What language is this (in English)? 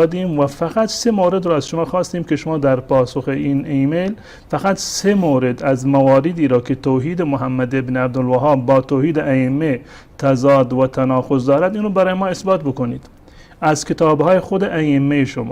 Persian